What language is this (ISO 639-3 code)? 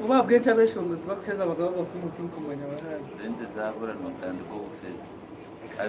nyn